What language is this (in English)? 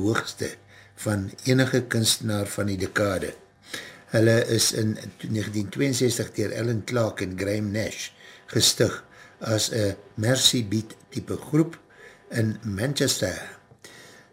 Afrikaans